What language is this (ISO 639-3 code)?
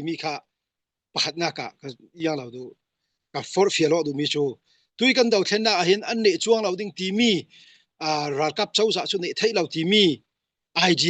cfm